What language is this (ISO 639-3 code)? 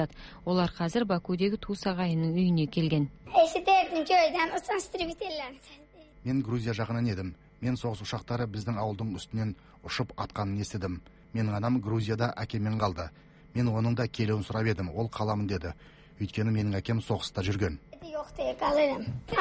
kaz